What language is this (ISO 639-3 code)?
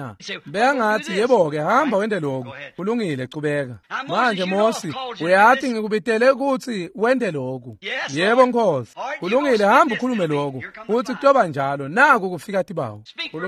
ssw